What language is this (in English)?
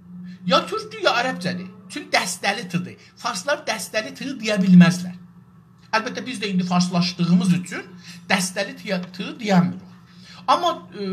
South Azerbaijani